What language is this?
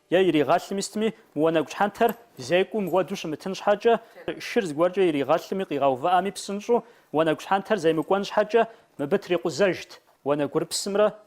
Kabardian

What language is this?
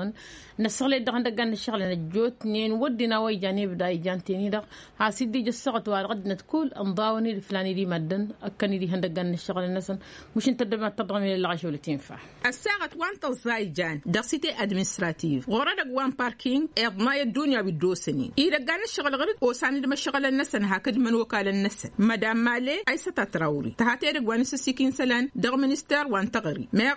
Tamasheq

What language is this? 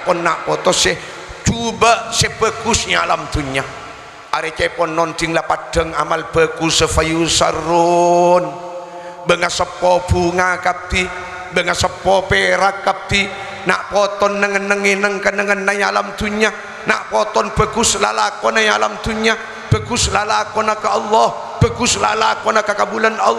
Madurese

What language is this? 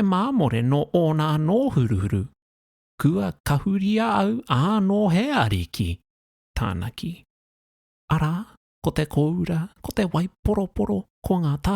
Māori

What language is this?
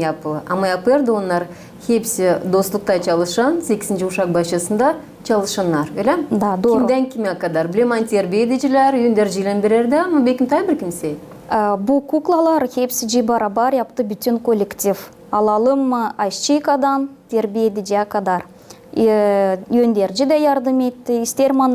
Gagauz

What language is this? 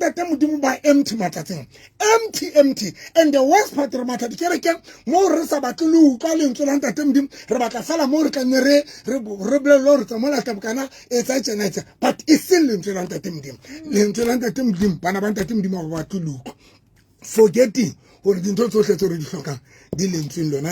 Southern Sotho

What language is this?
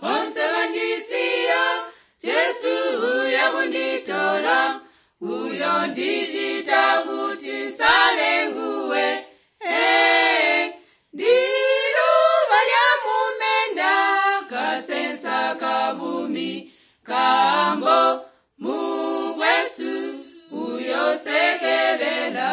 Tonga (Zambia)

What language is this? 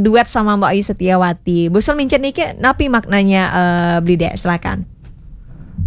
Balinese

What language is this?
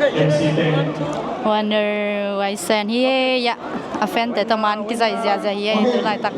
Tedim Chin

